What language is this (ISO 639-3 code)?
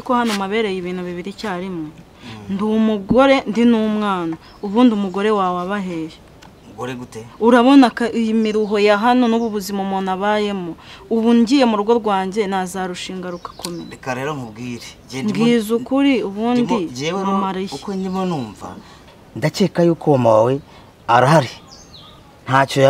kin